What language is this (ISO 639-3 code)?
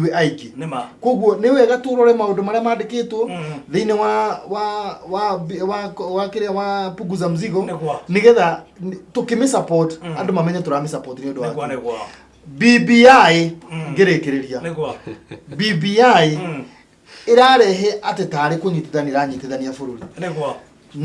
kik